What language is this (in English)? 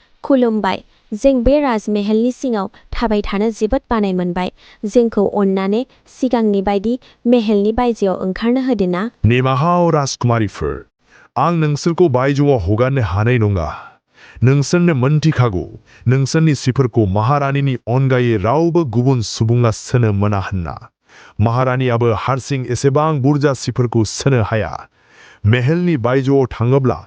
Bodo